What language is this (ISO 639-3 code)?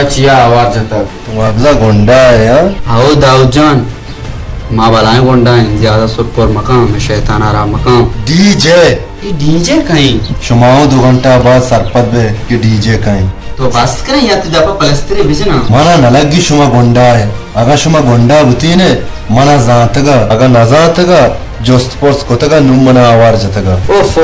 bal